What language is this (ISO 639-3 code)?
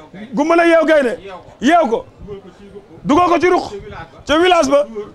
wol